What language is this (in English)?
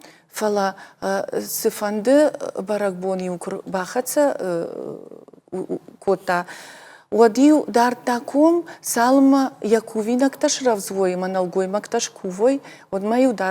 Ossetic